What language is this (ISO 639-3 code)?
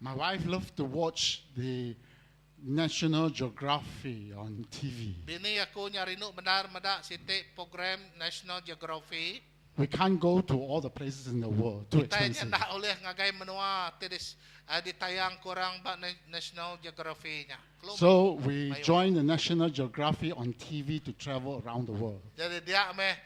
iba